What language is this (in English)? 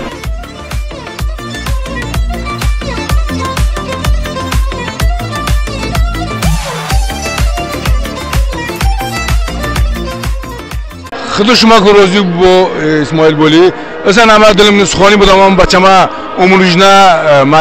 Talysh